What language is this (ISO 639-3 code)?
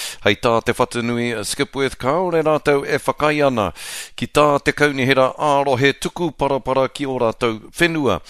mri